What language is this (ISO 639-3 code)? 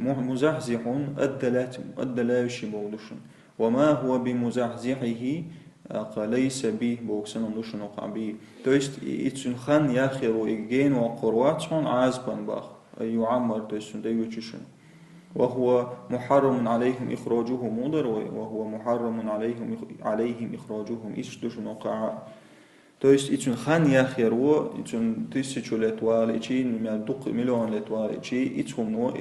che